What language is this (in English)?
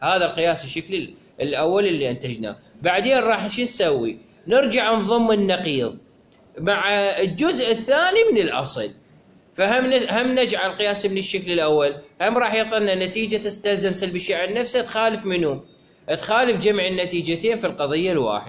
Mesopotamian Arabic